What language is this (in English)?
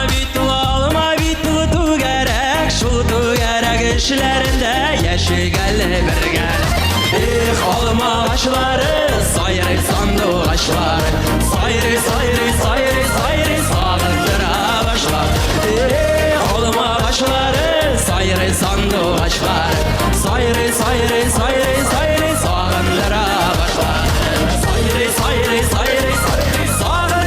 Tatar